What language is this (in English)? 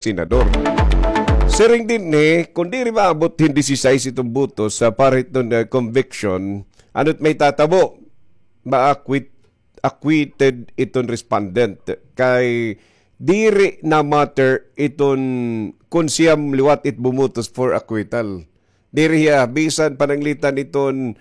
Waray